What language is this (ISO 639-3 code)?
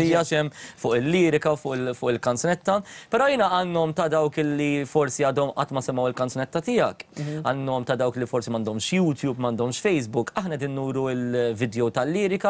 mlt